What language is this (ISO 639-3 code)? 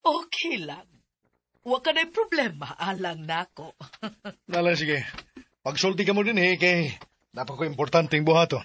ceb